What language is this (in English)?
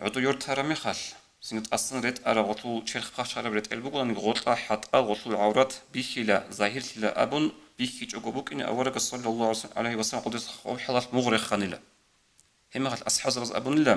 Avaric